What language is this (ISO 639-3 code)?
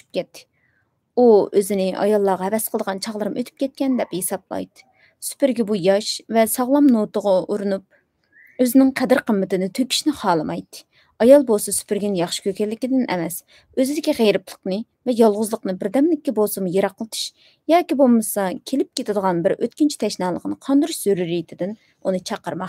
uig